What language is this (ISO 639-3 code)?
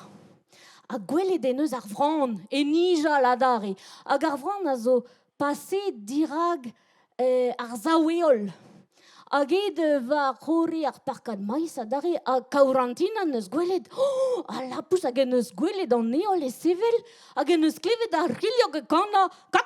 bre